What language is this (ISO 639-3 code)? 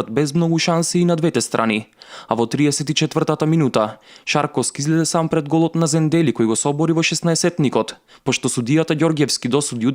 mkd